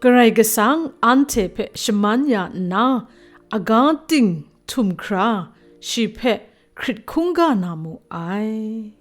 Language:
Kachin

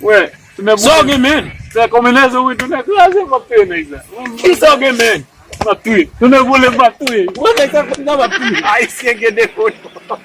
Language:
Haitian Creole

